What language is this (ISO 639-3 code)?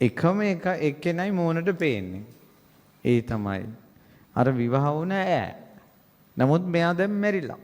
sin